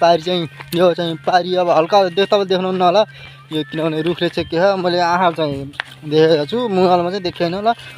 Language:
Nepali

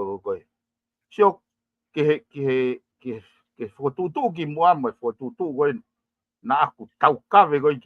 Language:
Tongan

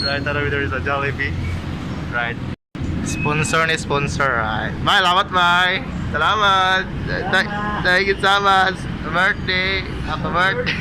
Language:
Cebuano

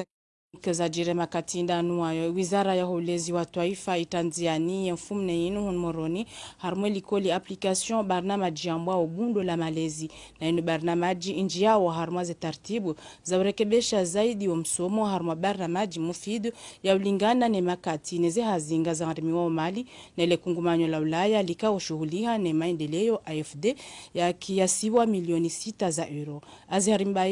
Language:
Ngazidja Comorian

